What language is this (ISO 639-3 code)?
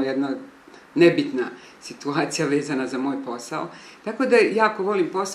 bos